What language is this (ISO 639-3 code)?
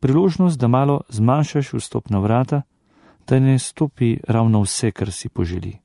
slv